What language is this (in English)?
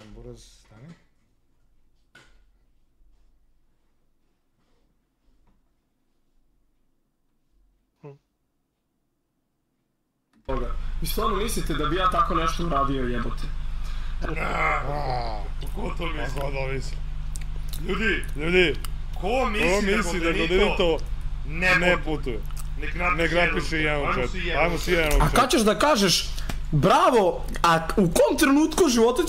Serbian